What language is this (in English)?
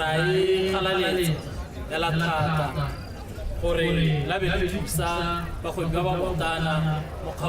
Tswana